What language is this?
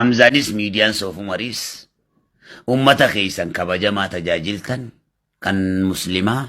Oromo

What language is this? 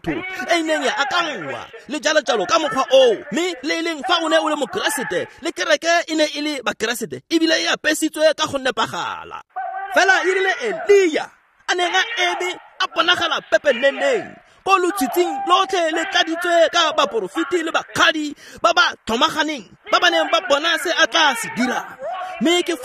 Tswana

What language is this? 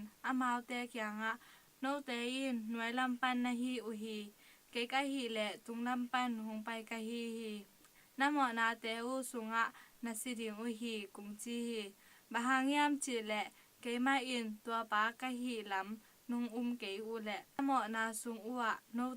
Tedim Chin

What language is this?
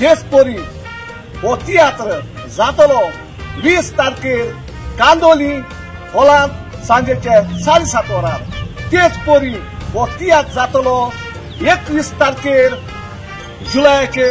Konkani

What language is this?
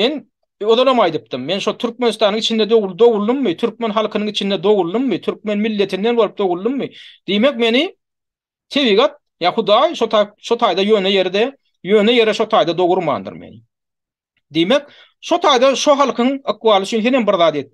Turkmen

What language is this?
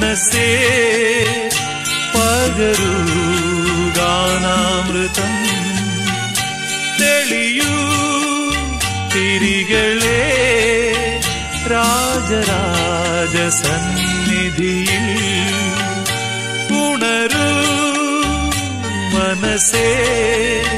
Malayalam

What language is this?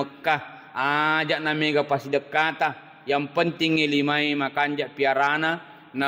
Buginese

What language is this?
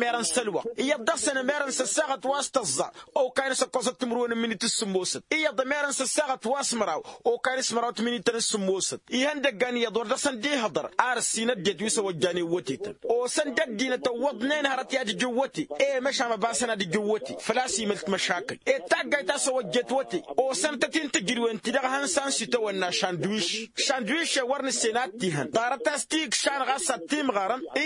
Tamasheq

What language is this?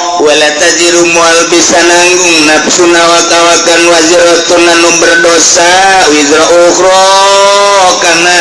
Sundanese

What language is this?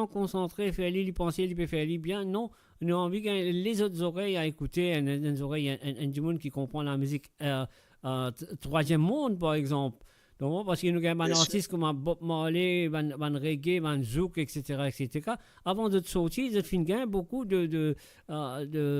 Morisyen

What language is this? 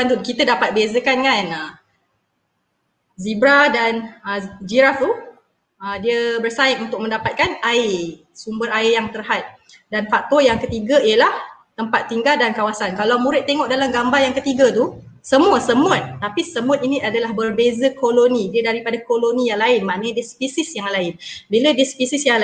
Malay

